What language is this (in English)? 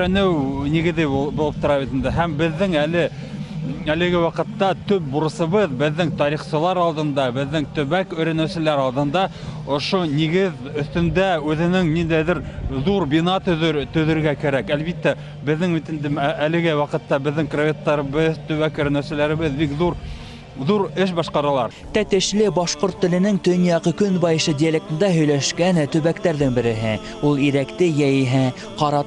Bashkir